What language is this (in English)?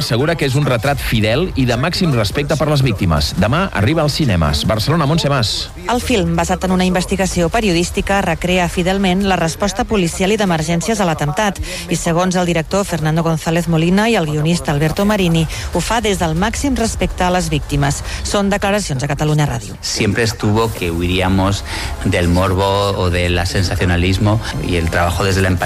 Catalan